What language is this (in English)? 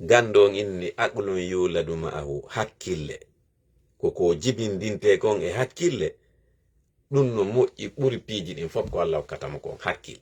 Fula